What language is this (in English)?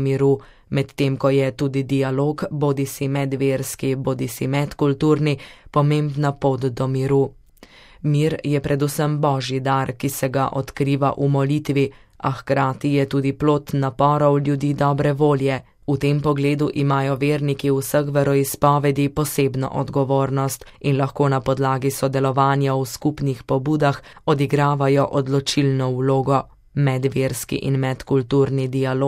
Slovenian